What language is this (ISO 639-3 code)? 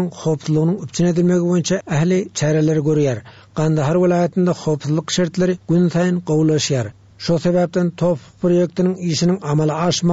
tuk